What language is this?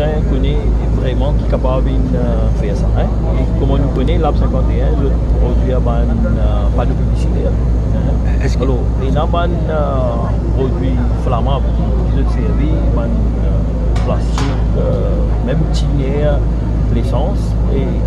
Morisyen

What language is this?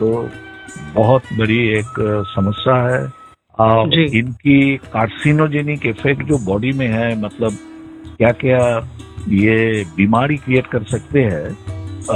Hindi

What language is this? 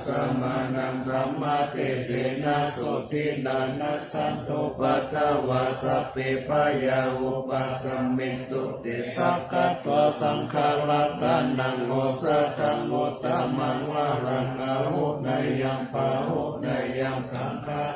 Pali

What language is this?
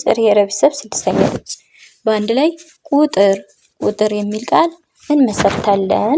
Amharic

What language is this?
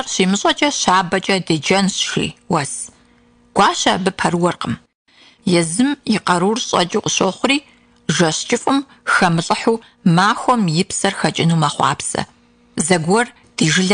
Kabardian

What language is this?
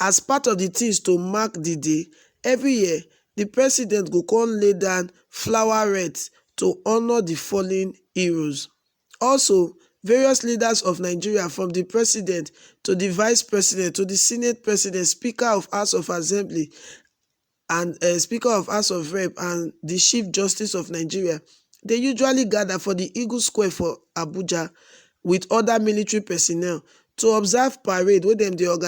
Nigerian Pidgin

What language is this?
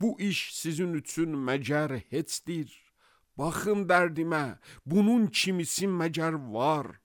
Azerbaijani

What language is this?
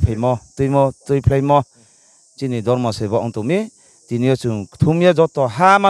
Riang (India)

